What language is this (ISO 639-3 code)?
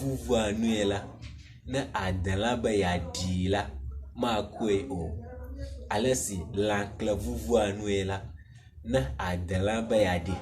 ewe